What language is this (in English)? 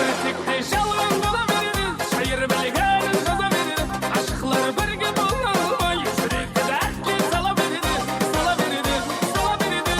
Kara-Kalpak